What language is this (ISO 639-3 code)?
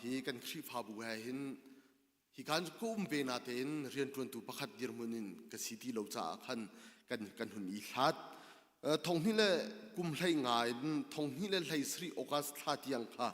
cnh